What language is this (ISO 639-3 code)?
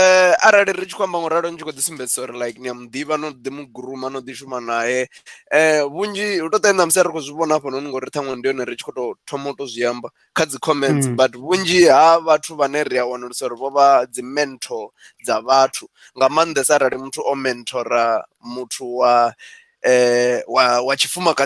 ven